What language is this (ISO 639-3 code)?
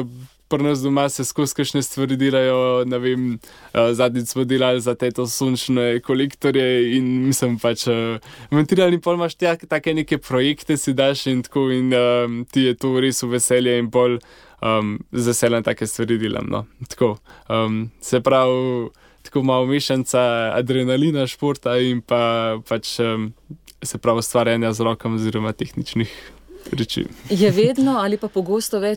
slv